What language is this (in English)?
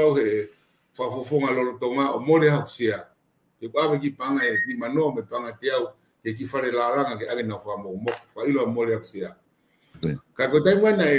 Tongan